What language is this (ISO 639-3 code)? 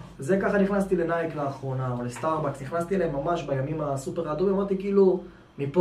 heb